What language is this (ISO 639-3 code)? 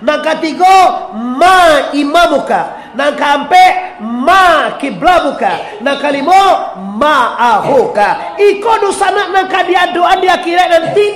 min